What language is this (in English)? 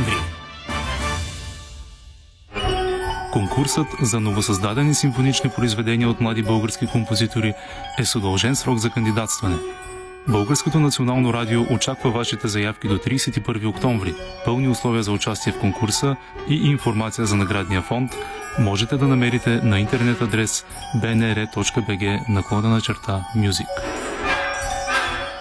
Bulgarian